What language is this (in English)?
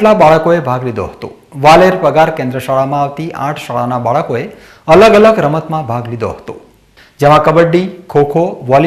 Gujarati